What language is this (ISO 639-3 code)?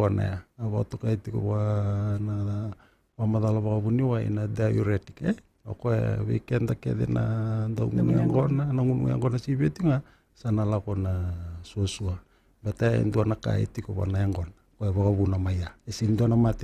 fij